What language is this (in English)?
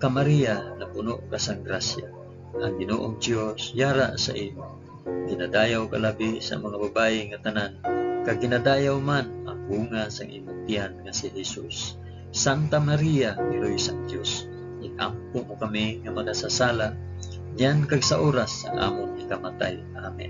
Hiligaynon